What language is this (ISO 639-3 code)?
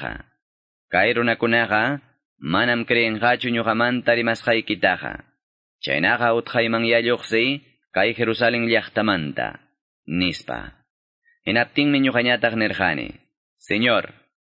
que